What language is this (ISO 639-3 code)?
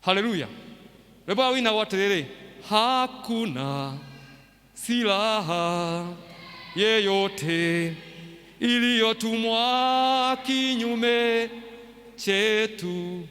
kik